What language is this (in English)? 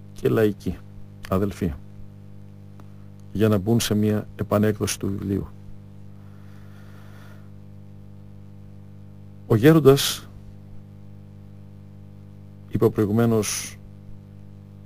Greek